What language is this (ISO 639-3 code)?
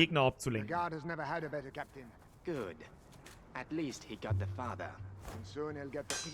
bar